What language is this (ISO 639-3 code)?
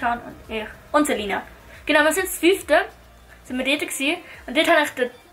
gsw